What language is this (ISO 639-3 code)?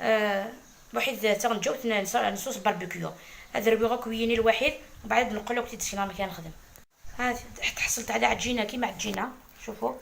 arq